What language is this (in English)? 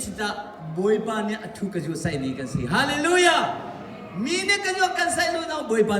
Hakha Chin